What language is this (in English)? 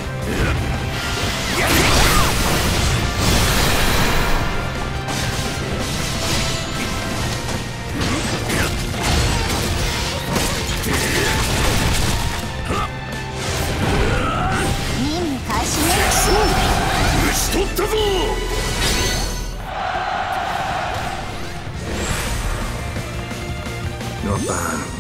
Japanese